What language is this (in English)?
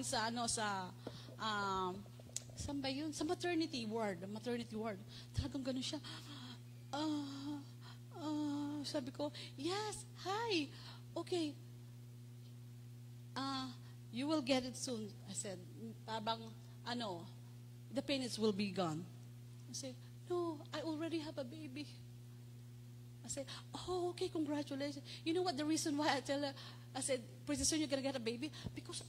Filipino